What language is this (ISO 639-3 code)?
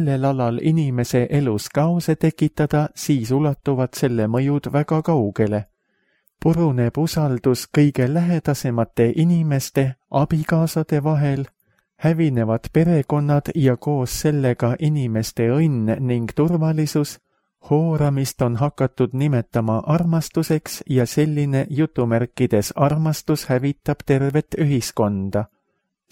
est